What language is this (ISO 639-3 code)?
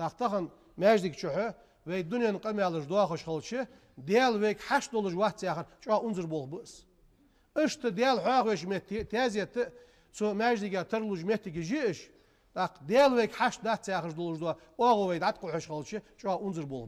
inh